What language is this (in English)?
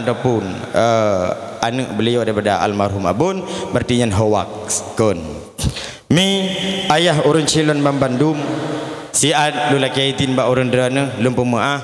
Achinese